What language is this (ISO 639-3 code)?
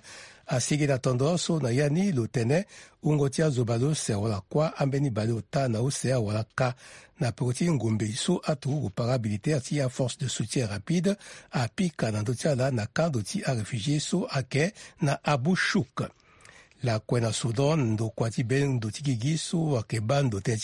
sag